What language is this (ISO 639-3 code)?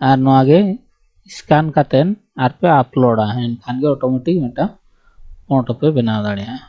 sat